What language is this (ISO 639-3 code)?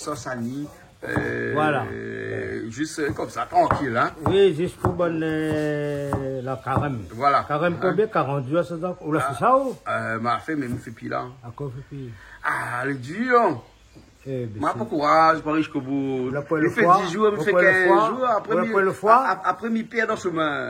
rcf